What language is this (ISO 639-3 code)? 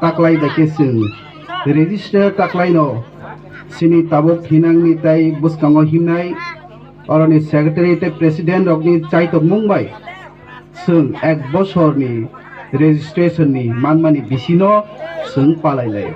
trp